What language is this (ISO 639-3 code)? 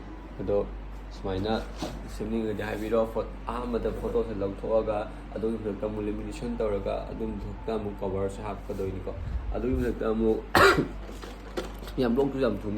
mni